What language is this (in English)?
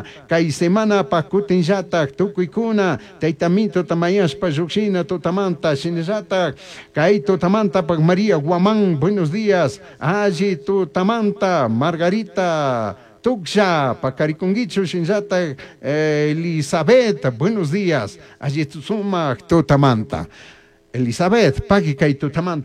Chimborazo Highland Quichua